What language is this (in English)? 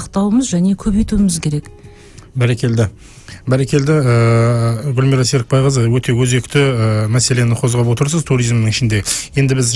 Kazakh